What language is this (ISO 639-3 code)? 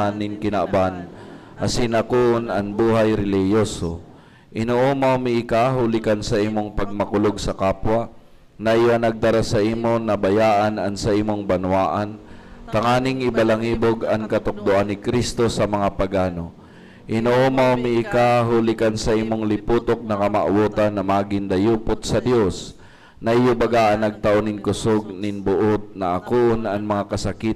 bik